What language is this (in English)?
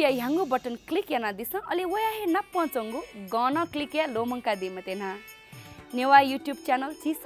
Newari